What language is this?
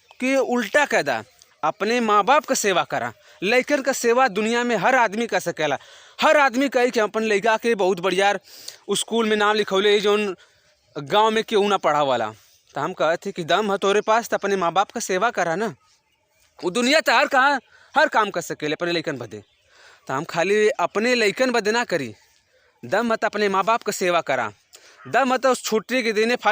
Bhojpuri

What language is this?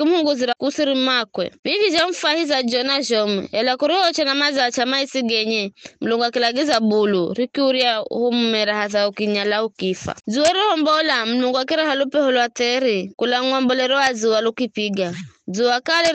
Giryama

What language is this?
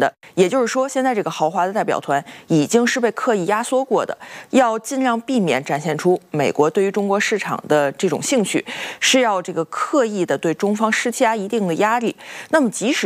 Chinese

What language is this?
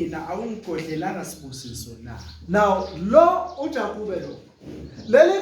Zulu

